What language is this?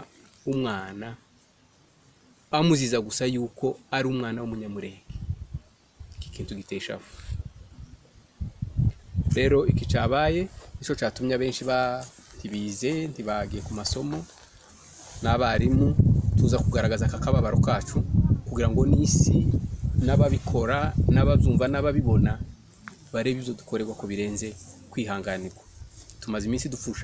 Kinyarwanda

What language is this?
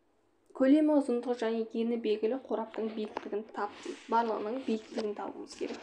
Kazakh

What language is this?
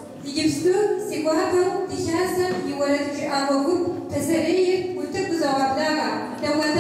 Kabardian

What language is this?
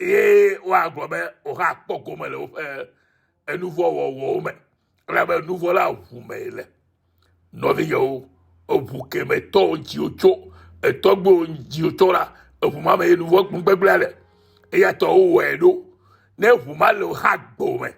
Ewe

